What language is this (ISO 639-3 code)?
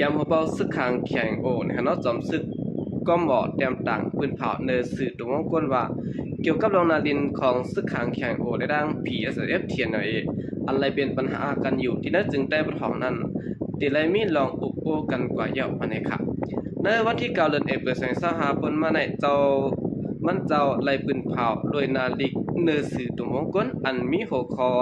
shn